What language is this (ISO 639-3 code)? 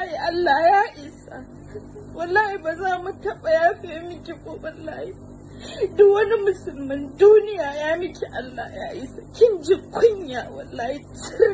hau